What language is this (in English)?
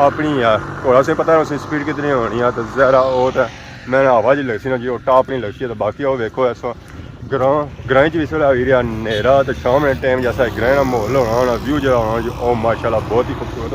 Pahari-Potwari